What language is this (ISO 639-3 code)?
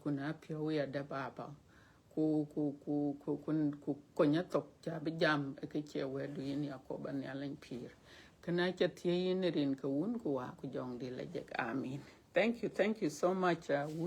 din